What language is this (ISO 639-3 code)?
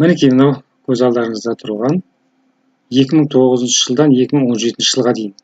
kaz